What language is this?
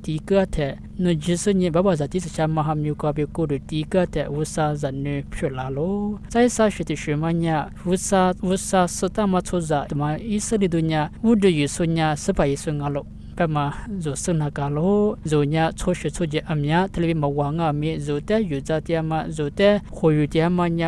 Lisu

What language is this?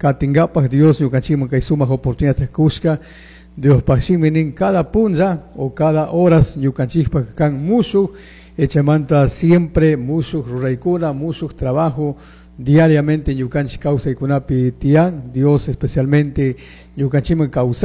Chimborazo Highland Quichua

